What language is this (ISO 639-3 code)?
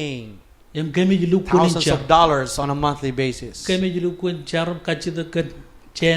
mah